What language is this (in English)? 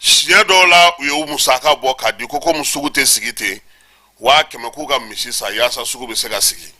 Bambara